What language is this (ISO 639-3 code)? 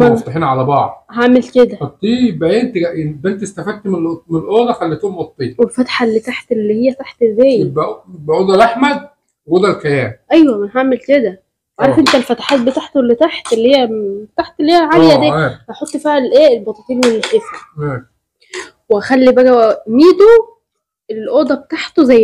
arz